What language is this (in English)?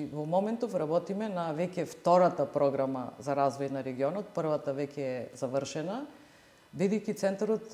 Macedonian